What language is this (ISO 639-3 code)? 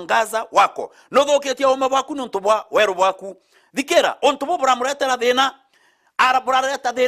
mer